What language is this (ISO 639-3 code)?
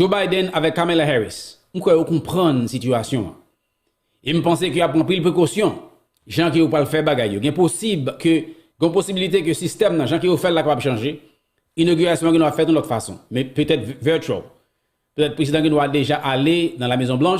hat